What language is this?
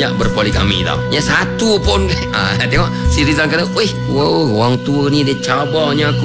Malay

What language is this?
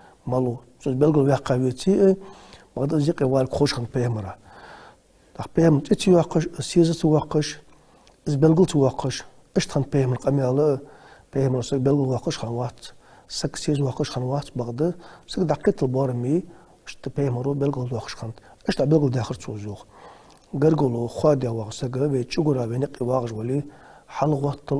Ingush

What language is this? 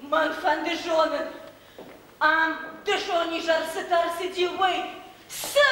Ossetic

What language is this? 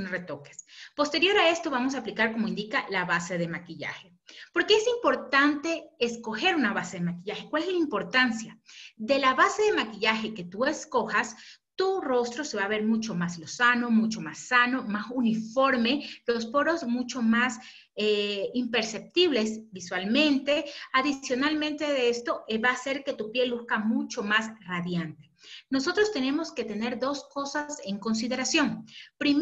Spanish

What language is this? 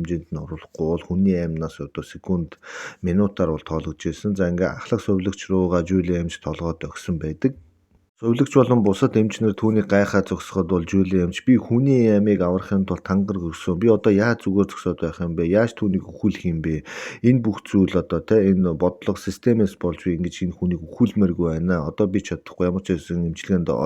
Mongolian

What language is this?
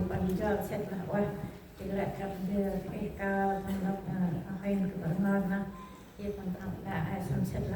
Central Mnong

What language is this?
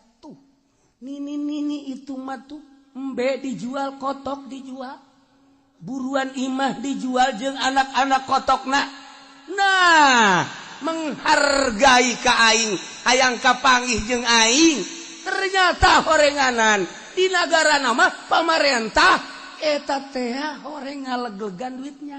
Sundanese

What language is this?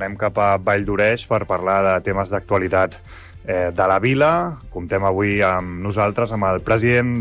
Catalan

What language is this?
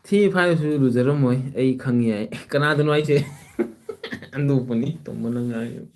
Manipuri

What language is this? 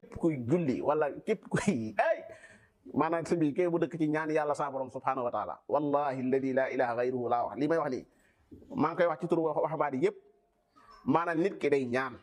Wolof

